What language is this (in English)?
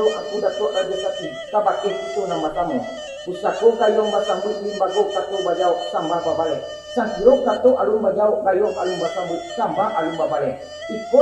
Minangkabau